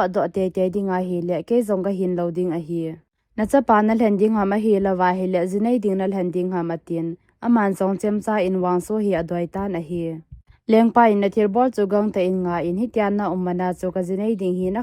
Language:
Thado Chin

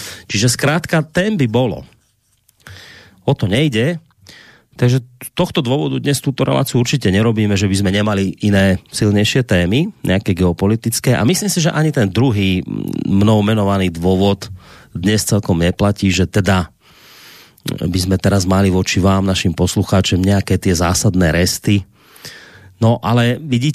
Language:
Slovak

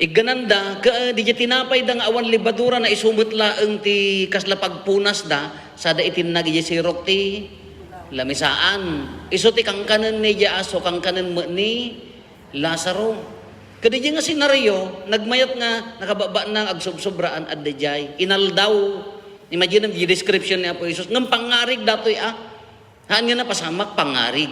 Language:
Iloko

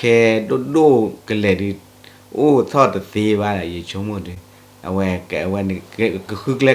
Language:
S'gaw Karen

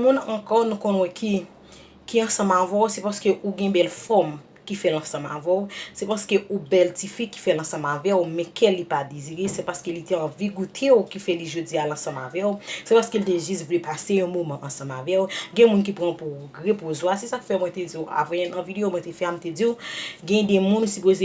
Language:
Haitian Creole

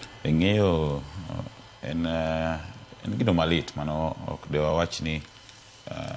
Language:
Luo (Kenya and Tanzania)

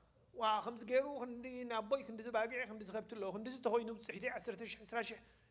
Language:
Tigrinya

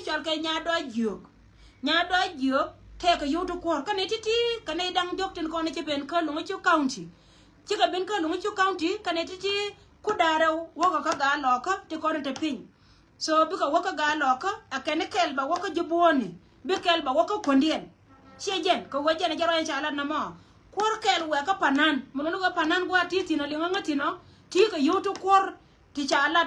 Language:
Nuer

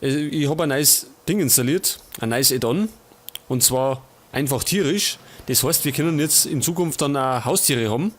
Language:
Bavarian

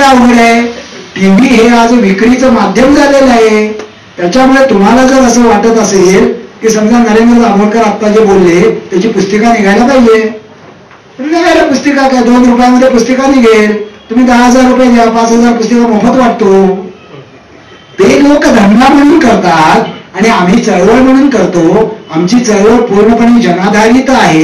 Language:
Marathi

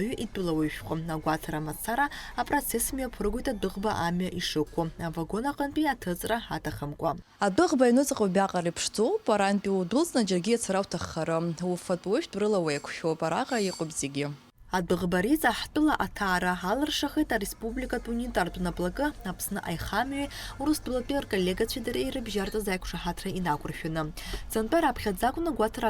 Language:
Abkhazian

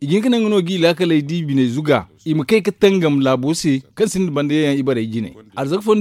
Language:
Zarma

